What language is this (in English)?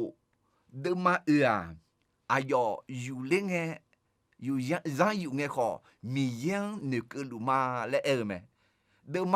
Akha